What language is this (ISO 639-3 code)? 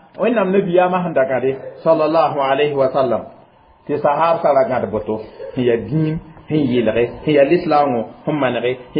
mos